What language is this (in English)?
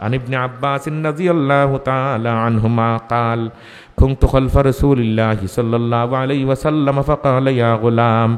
Sylheti